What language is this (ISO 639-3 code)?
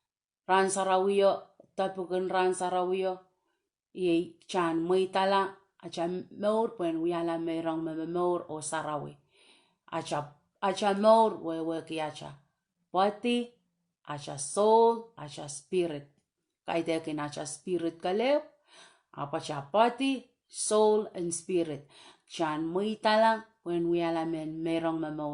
pon